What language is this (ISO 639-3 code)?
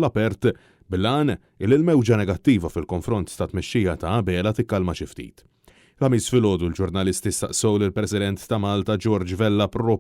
mlt